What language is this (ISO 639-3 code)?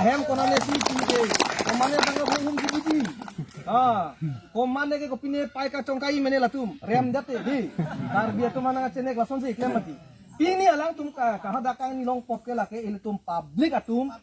mjw